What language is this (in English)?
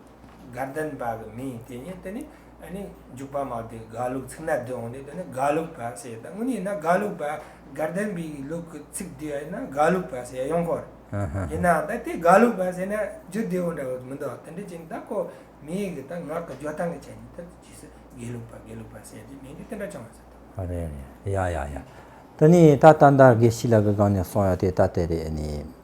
Tibetan